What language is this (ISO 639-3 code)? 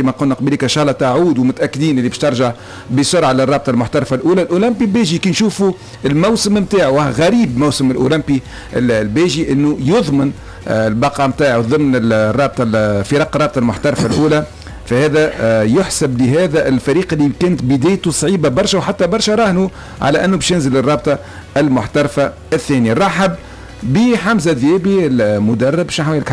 aeb